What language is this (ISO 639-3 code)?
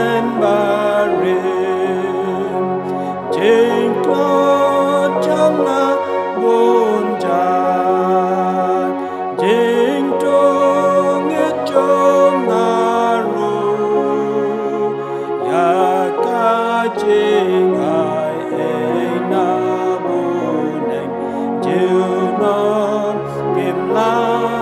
kha